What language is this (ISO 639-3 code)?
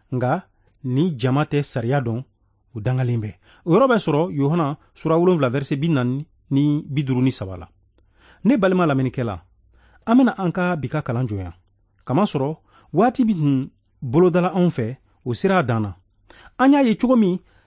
bam